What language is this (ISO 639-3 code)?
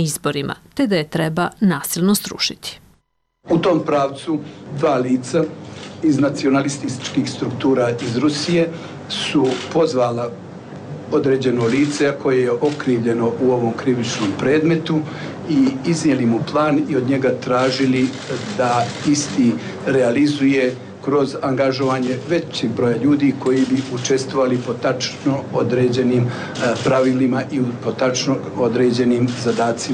srp